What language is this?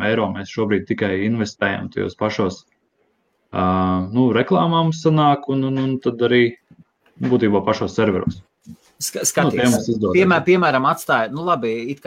Latvian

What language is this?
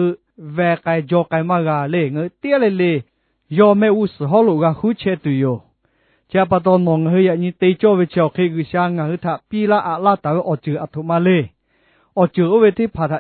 Lahu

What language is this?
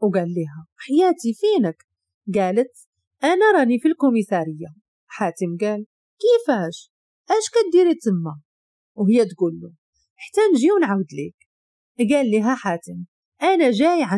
Moroccan Arabic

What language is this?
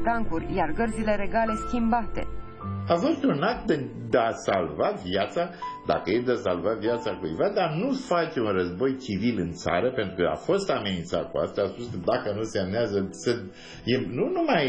Romanian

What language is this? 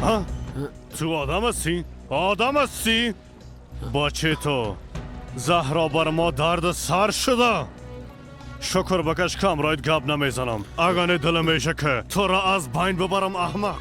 Persian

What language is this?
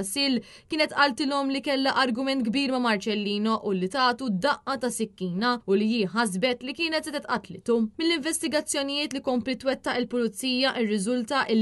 Maltese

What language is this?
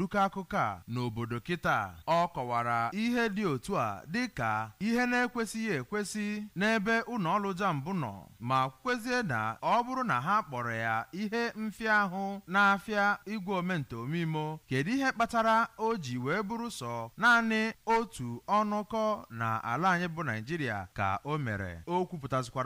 Igbo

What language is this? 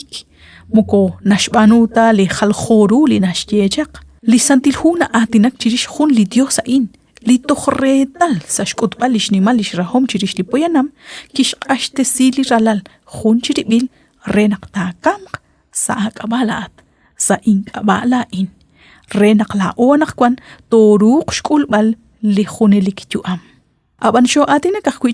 Kekchí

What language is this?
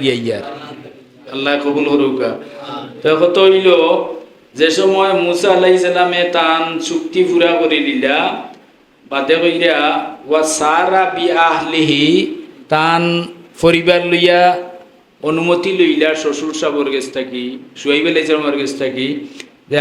Sylheti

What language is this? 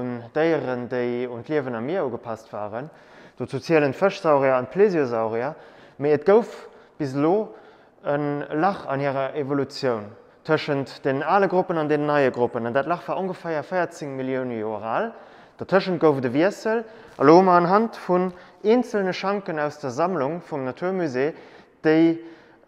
Luxembourgish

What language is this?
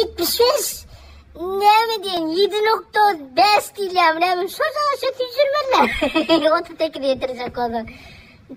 Turkmen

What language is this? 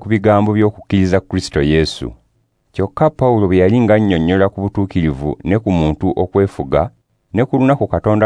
Ganda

